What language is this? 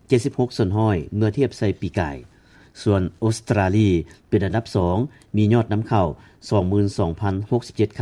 Lao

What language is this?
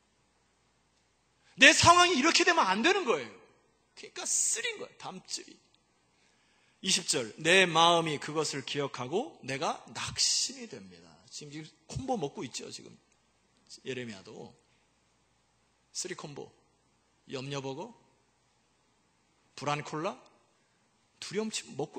Korean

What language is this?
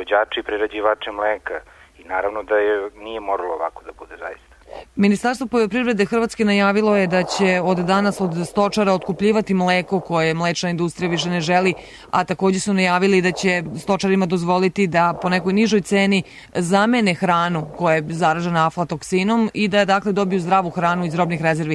Serbian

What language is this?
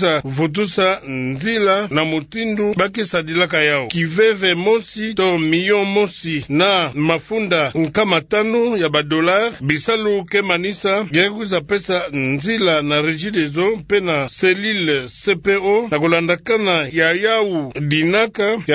Kituba (Democratic Republic of Congo)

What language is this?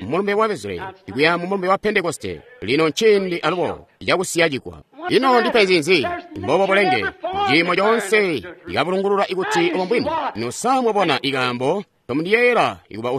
Tonga (Zambia)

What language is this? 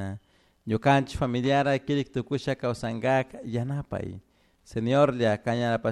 Chimborazo Highland Quichua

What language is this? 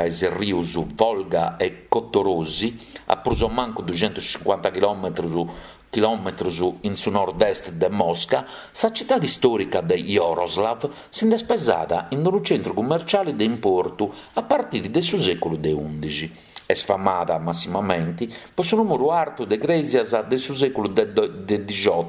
Sardinian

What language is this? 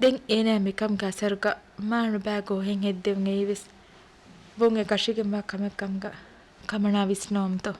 Divehi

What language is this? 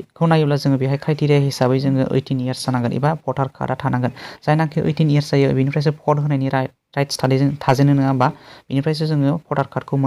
Bodo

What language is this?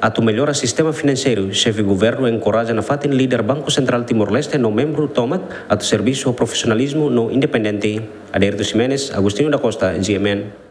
Tetum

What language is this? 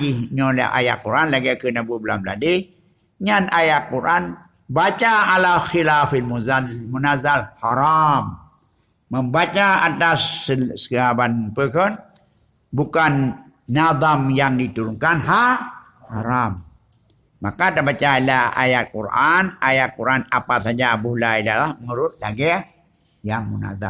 Achinese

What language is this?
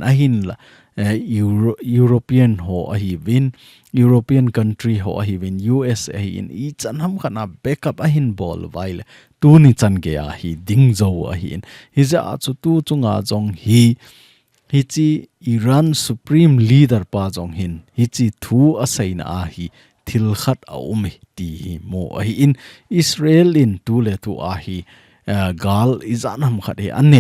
Thado Chin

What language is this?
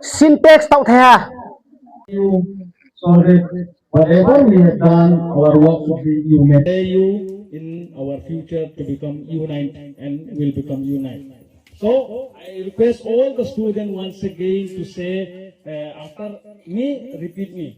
Riang (India)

